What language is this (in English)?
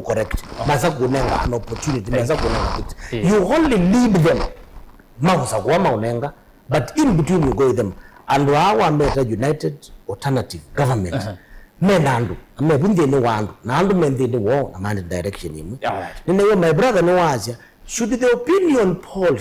Kamba